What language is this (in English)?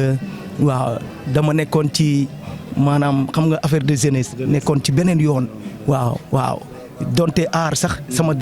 Wolof